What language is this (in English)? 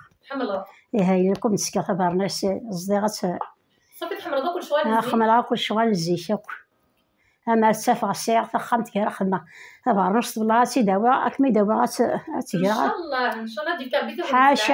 Kabyle